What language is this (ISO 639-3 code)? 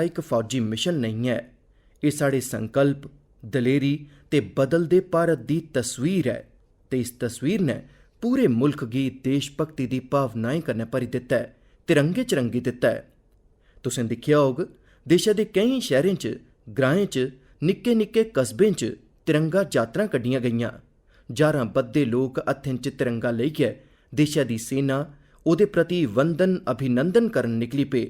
doi